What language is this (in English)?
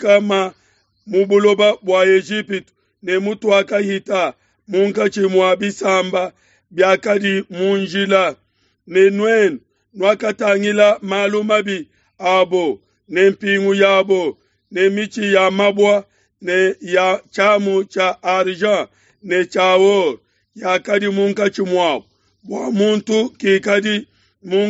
Luba-Lulua